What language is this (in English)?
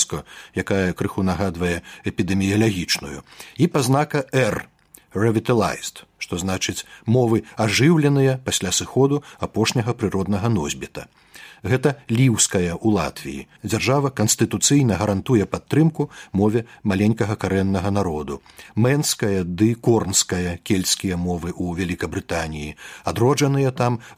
Belarusian